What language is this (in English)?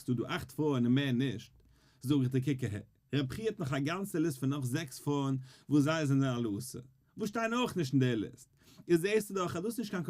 Yiddish